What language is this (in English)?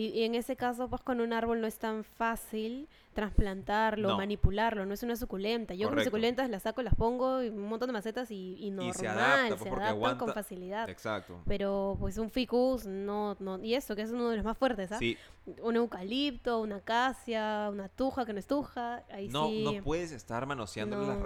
Spanish